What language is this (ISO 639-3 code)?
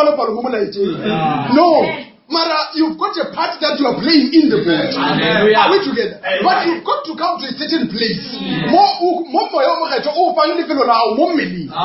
nso